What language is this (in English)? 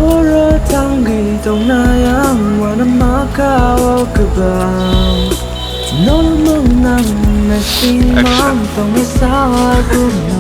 Kok Borok